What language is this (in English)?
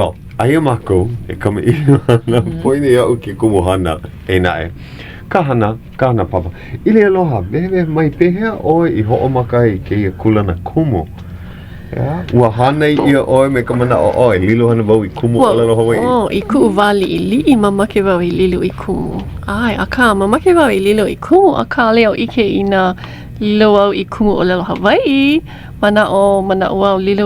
Hawaiian